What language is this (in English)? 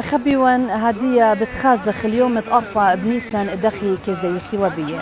Assyrian Neo-Aramaic